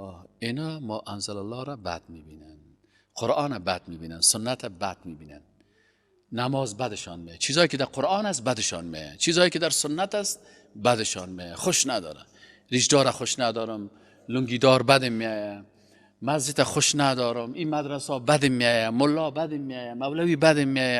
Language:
Persian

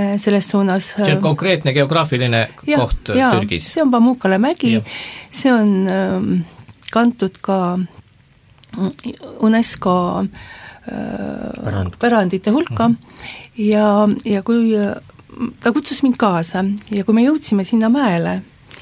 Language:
Estonian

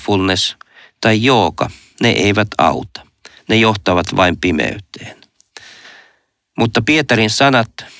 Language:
Finnish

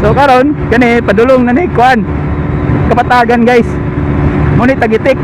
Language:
Cebuano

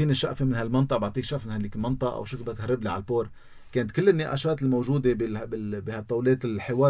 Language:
North Levantine Arabic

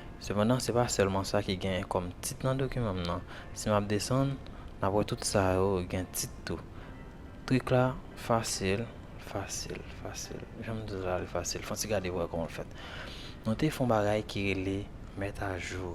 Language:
Haitian Creole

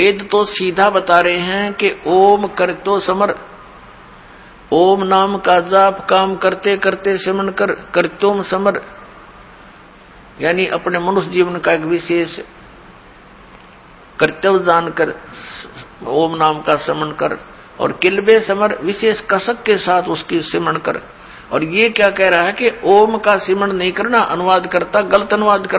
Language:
Hindi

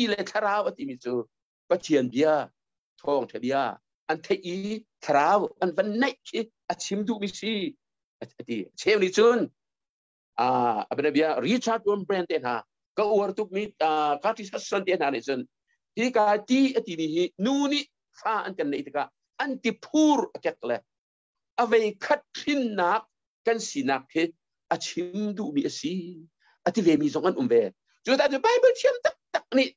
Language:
Thai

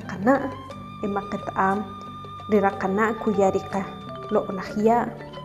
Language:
Achi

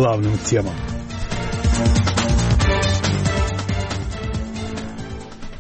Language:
Russian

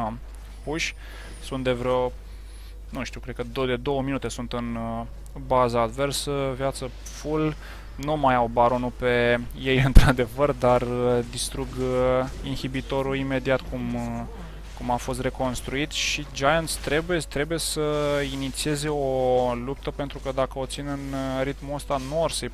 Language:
Romanian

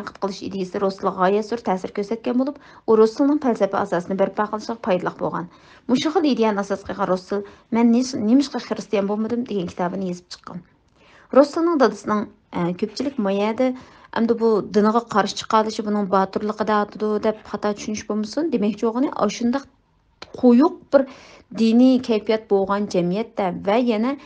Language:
Uyghur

